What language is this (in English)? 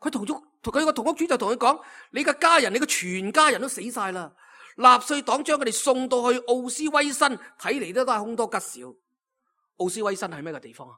Cantonese